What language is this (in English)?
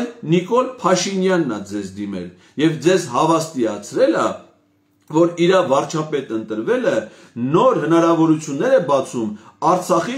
Armenian